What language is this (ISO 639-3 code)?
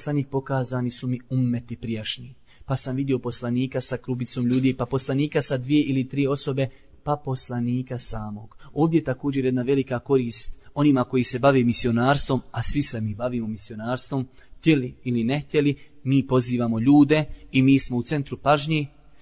bos